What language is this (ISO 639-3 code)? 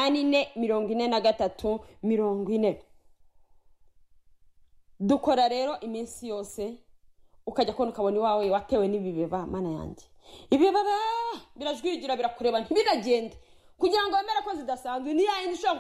kin